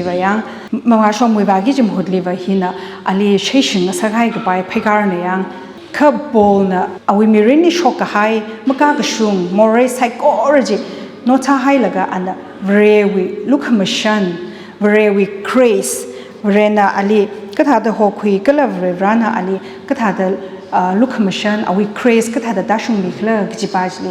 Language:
Tangkhul Naga (India)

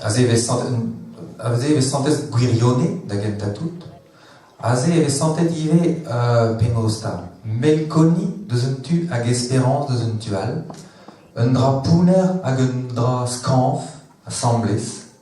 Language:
Breton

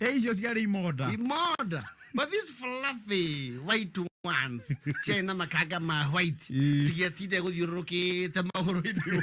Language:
Kikuyu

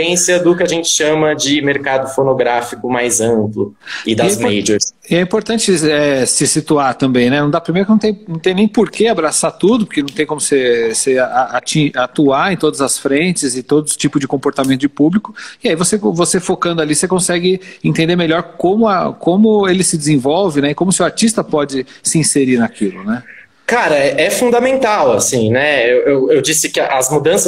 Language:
Portuguese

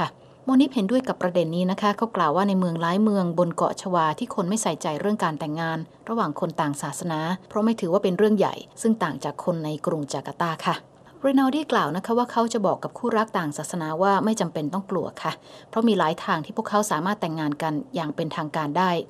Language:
Thai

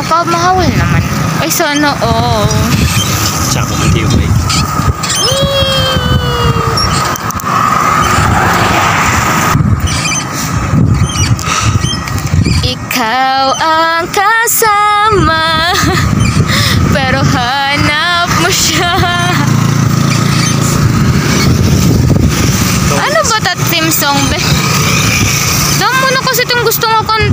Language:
Filipino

